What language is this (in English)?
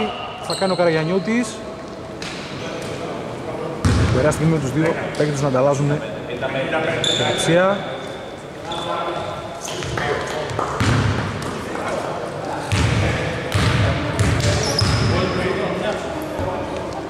Greek